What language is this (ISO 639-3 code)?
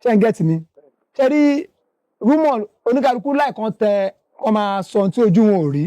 yor